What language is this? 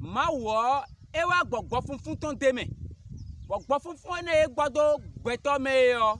Fon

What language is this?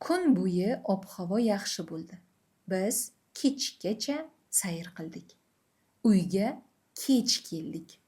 Uzbek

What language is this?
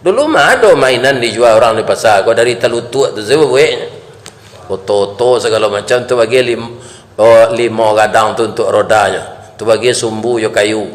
Minangkabau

